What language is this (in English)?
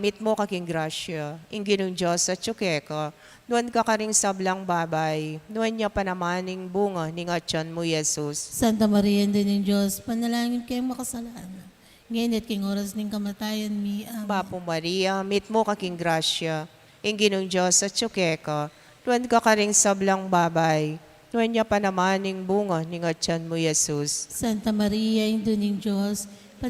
Pampanga